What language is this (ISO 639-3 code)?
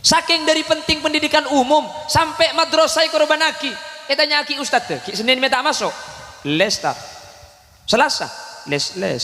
mad